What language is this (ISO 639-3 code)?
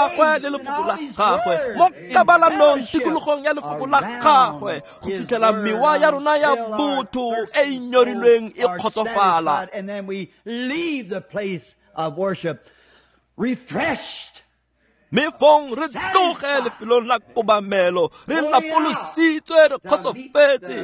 tsn